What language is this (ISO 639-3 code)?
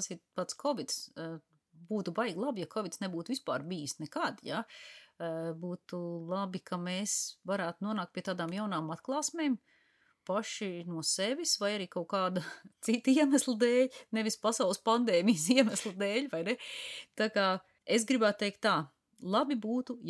lav